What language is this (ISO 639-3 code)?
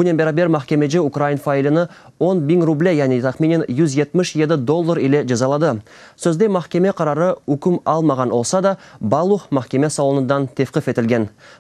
crh